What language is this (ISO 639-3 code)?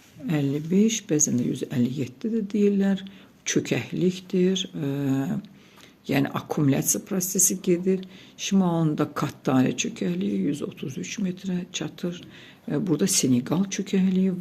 aze